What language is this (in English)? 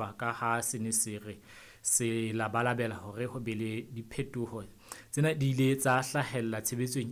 Southern Sotho